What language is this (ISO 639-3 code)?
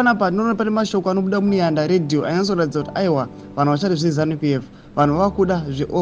sna